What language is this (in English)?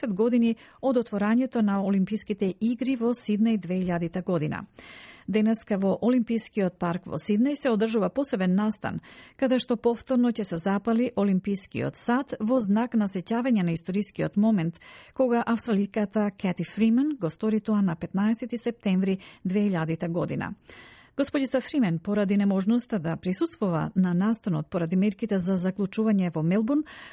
Macedonian